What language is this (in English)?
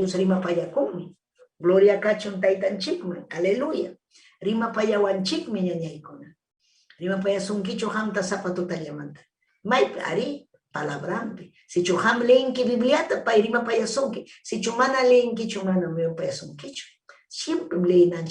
Ayacucho Quechua